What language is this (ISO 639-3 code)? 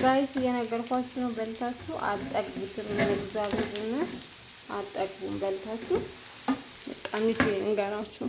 amh